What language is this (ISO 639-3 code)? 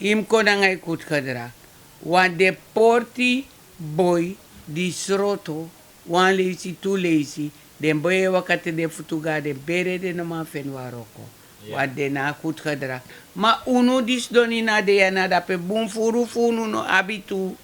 srn